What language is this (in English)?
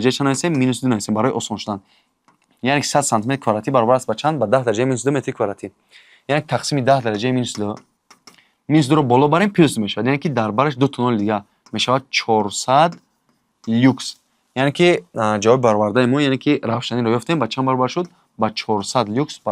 Tajik